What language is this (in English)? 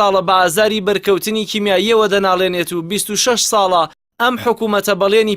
Central Kurdish